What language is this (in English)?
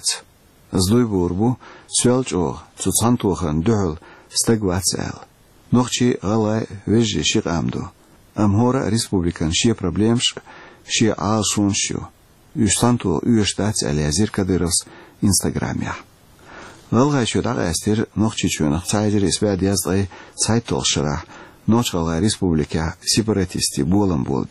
Chechen